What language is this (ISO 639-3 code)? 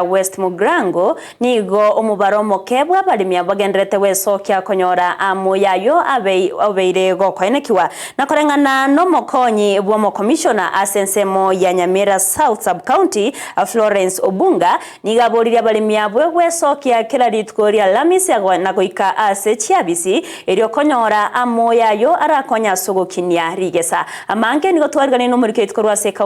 guz